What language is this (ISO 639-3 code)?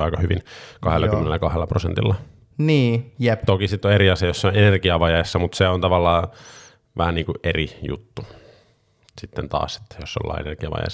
fin